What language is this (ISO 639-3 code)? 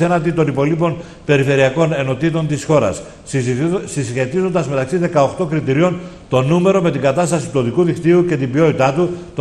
ell